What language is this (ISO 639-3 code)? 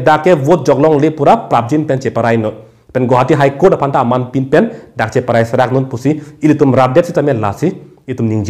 mjw